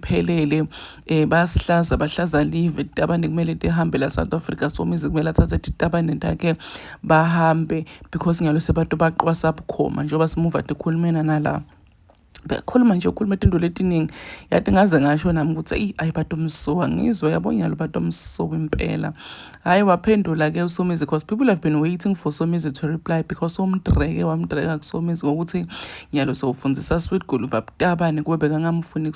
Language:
Zulu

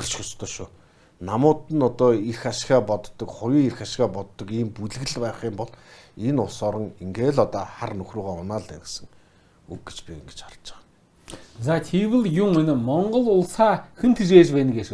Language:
Mongolian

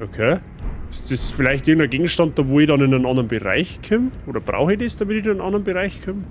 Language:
Bavarian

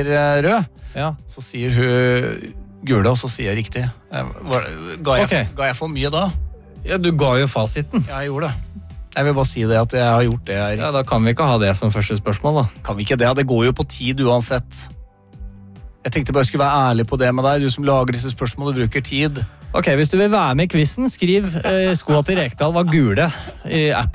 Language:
Norwegian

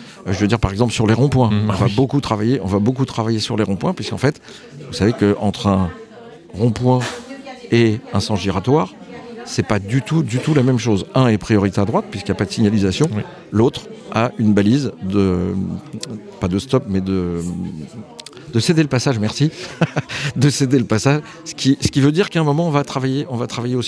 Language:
French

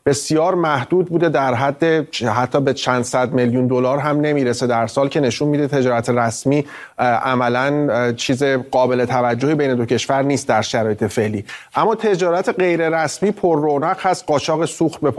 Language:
Persian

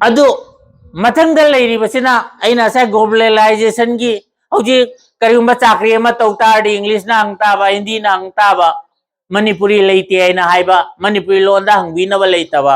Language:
Manipuri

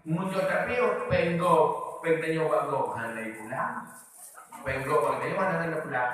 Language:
Achinese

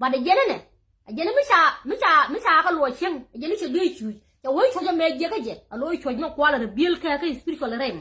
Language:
Nuer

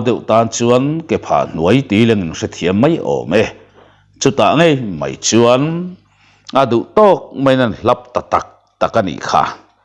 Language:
Mizo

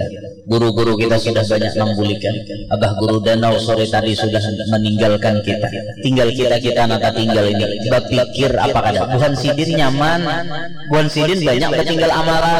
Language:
Banjar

